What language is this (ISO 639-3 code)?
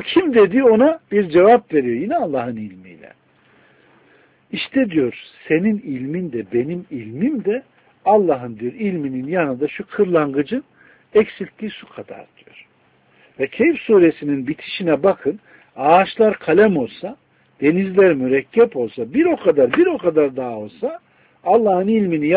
tur